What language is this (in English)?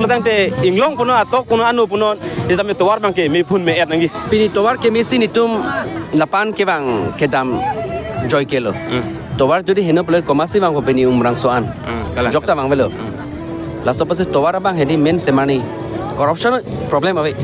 Karbi